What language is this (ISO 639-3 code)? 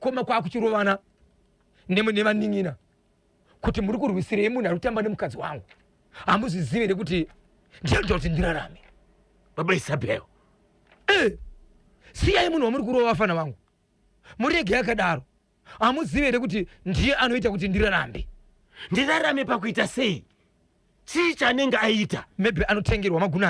sna